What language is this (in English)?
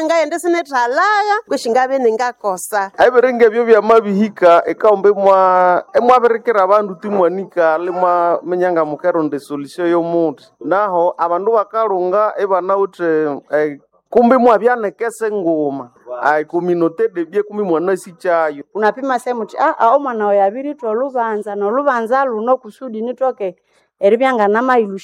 Nande